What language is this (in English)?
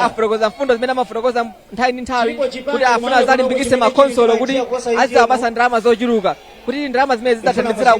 Nyanja